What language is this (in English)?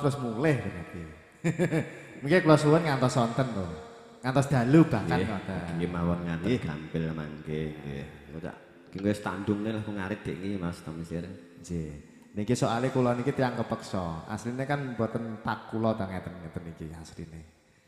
Javanese